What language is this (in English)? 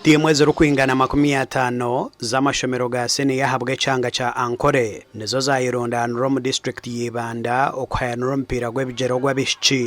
Nyankole